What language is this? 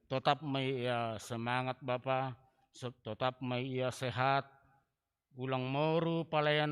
Batak Simalungun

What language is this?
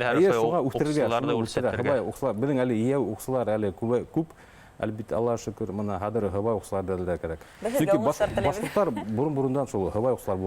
Bashkir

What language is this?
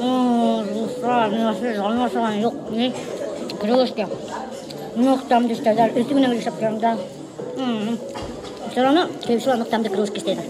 Bashkir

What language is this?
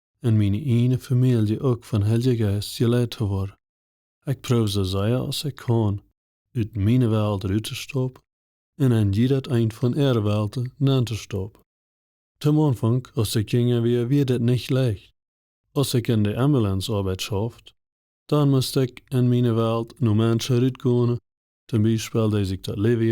Plautdietsch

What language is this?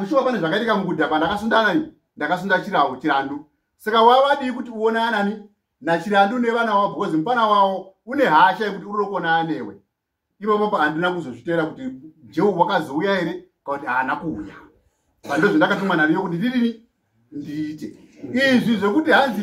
Shona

